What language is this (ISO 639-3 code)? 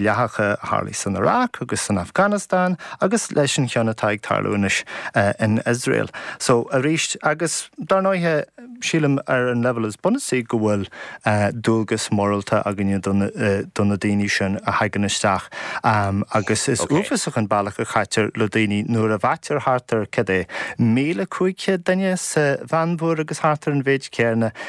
gle